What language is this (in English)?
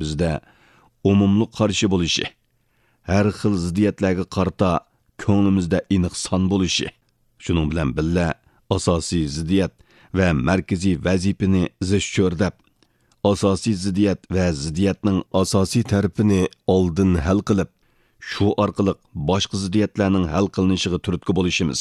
Uyghur